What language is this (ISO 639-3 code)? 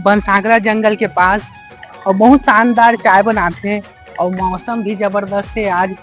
hne